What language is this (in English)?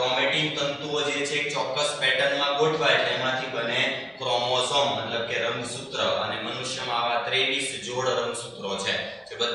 Gujarati